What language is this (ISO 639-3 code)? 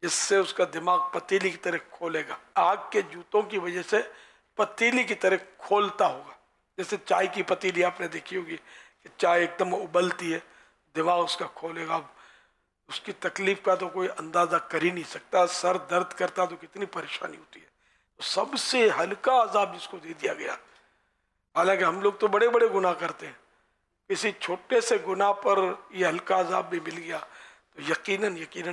urd